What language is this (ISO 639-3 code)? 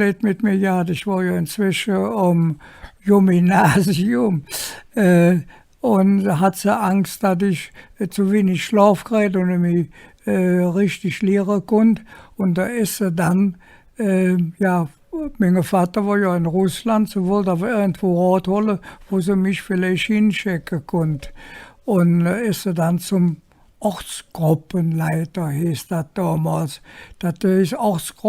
ksh